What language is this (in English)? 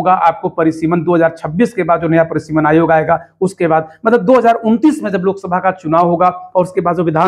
Hindi